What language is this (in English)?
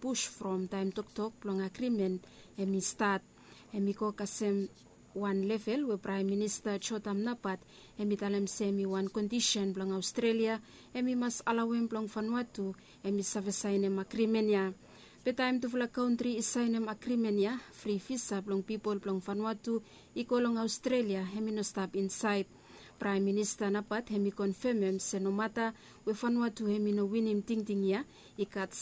Bislama